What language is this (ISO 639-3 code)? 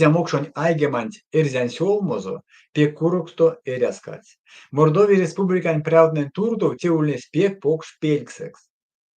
myv